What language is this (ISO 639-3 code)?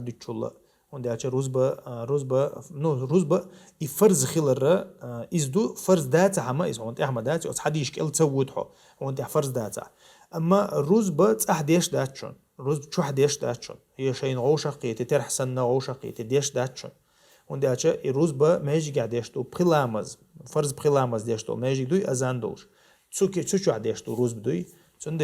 che